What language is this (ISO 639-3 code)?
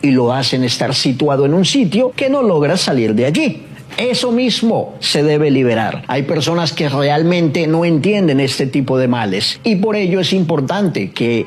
spa